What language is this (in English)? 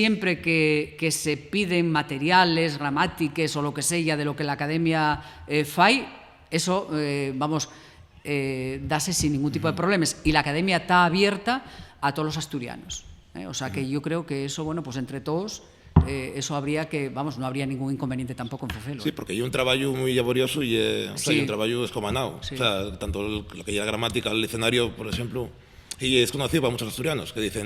Asturian